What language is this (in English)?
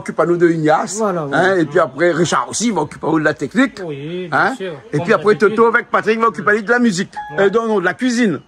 Réunion Creole French